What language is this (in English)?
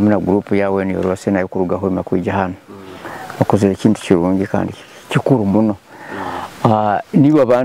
Nyoro